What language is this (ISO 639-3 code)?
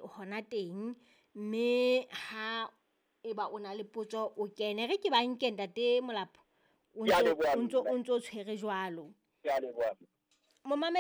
sot